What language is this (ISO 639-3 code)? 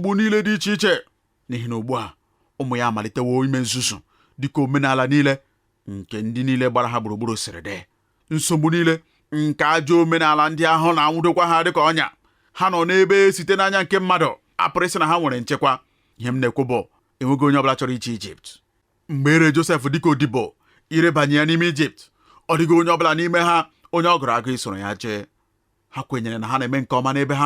ibo